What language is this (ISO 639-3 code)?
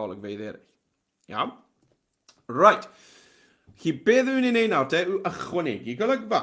cym